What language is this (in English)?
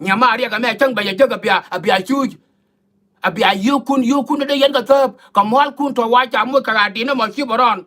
Nuer